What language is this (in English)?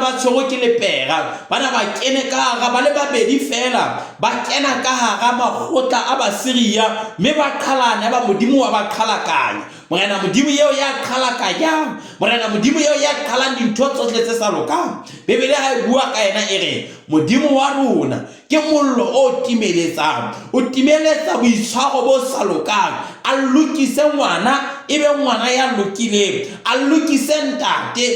Southern Sotho